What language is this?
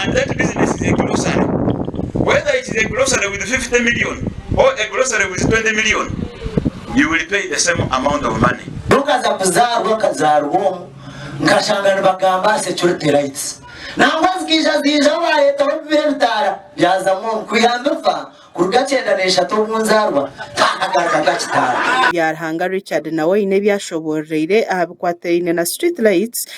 Nyankole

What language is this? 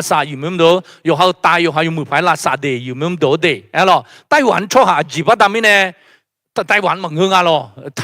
Akha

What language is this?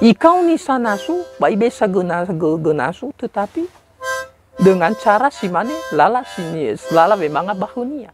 Nias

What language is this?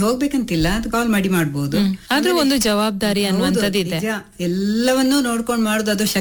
Kannada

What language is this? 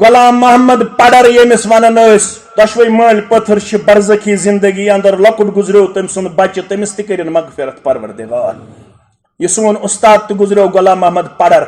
Kashmiri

